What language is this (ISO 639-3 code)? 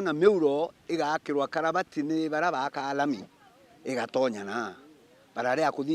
mer